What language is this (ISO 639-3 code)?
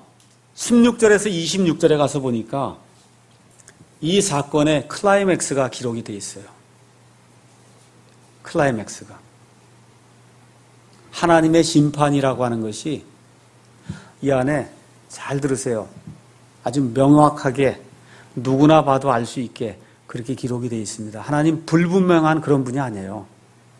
kor